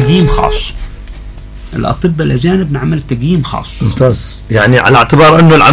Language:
Arabic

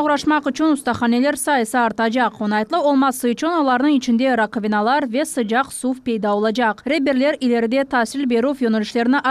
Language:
Crimean Tatar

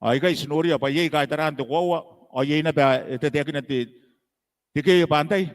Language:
Gilbertese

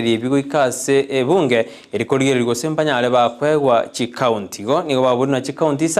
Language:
Gusii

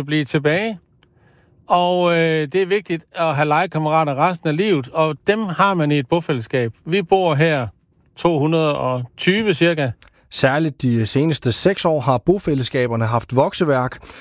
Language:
Danish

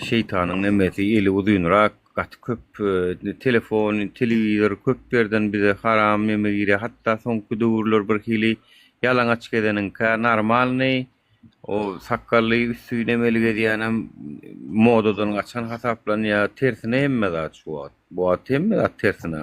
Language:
Turkmen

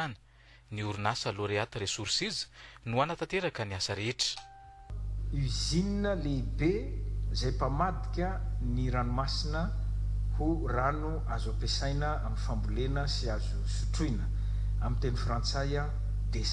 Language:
Malagasy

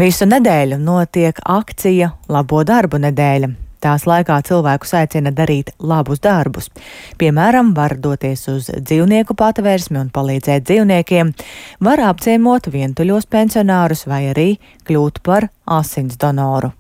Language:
Latvian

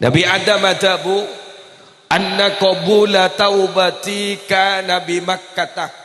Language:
Madurese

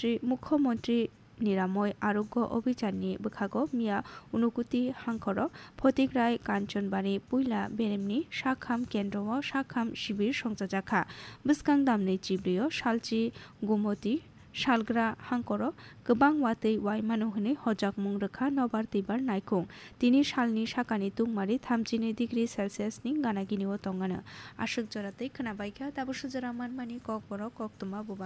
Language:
Kok Borok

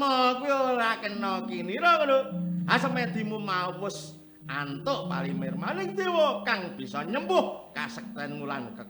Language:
Javanese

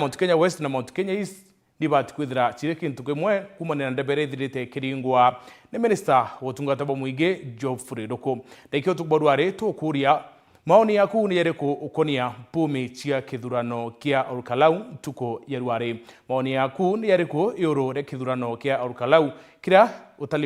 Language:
Meru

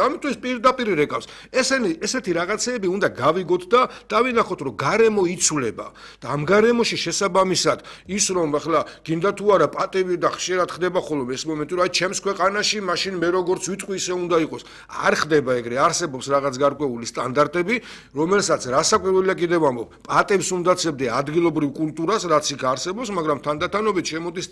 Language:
Georgian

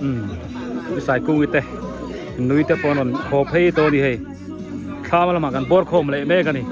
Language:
Biete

